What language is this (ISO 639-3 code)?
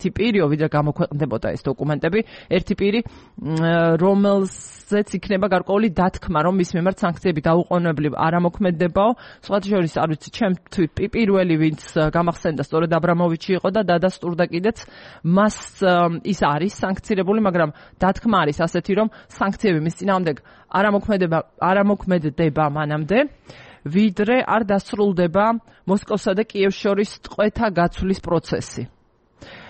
kat